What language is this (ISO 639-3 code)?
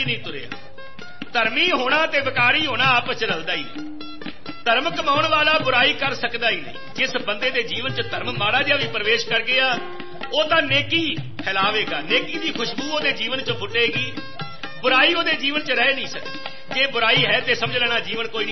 pan